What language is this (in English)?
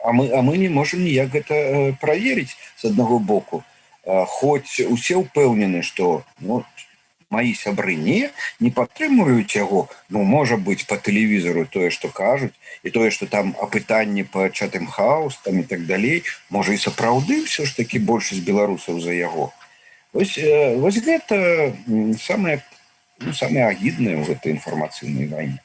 Belarusian